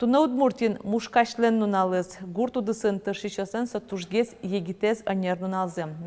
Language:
Udmurt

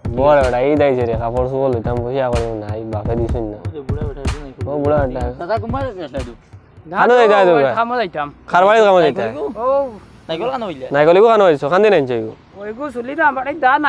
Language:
Sylheti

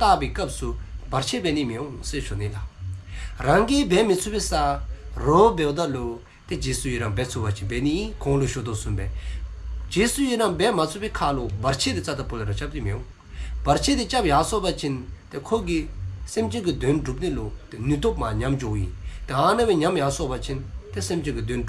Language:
Dzongkha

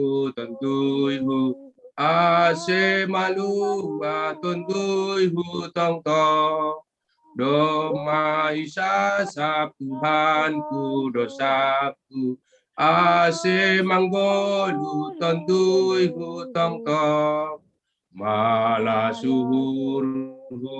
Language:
Batak Simalungun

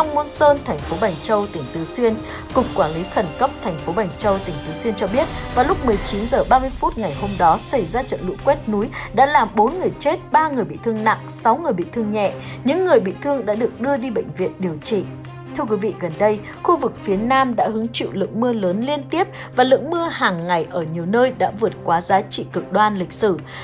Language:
Vietnamese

